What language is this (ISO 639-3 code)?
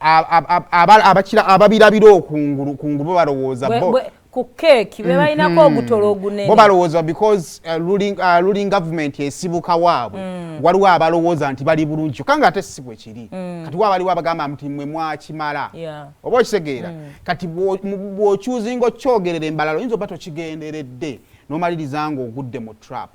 lug